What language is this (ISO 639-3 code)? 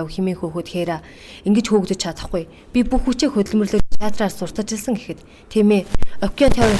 mon